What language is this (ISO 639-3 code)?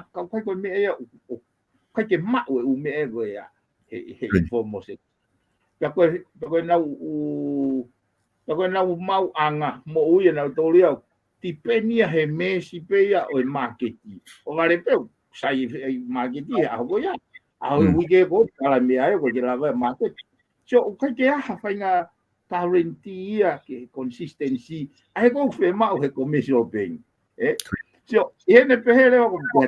ton